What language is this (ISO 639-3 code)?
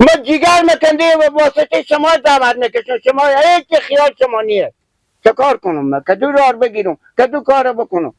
fas